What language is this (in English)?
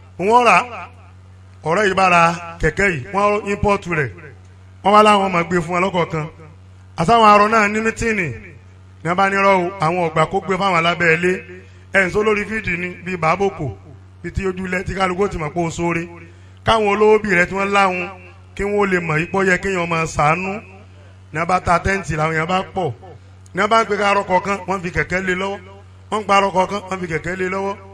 Yoruba